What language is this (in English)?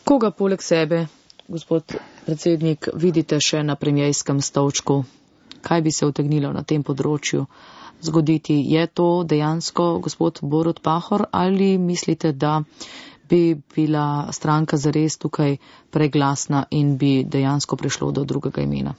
Slovenian